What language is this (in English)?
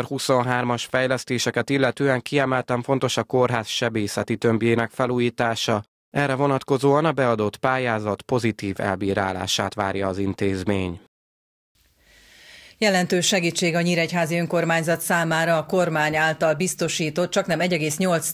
Hungarian